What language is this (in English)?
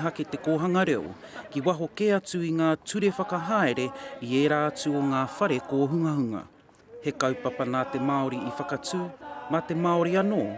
Māori